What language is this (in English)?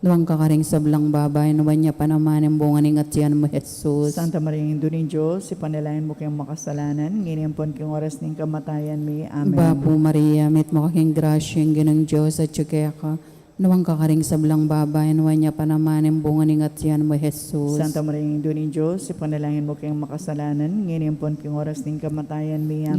Pampanga